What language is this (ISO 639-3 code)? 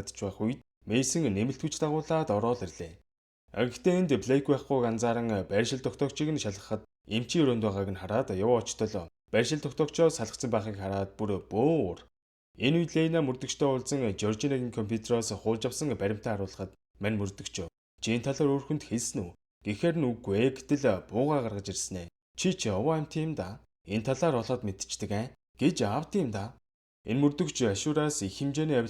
mon